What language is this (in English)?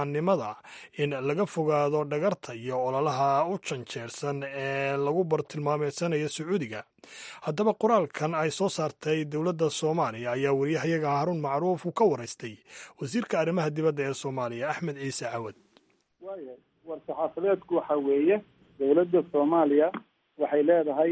Somali